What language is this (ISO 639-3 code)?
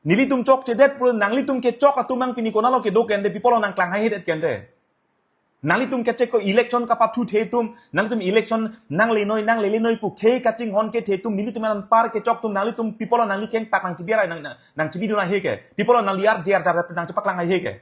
mjw